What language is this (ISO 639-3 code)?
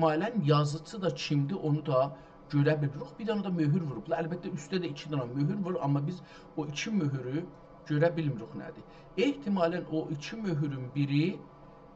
azb